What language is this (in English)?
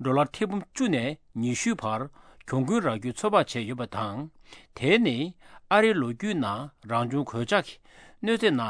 Tibetan